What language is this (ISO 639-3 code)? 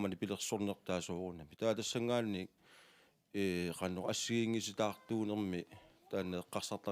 kal